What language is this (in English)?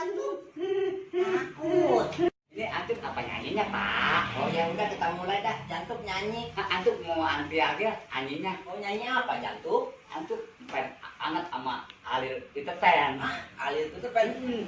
Betawi